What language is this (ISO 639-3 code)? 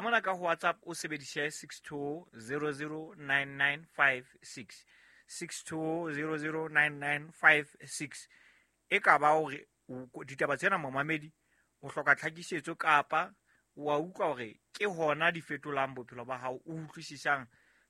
sot